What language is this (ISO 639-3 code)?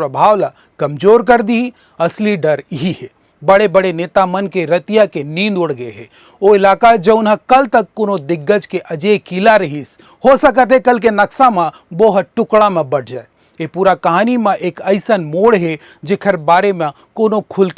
hne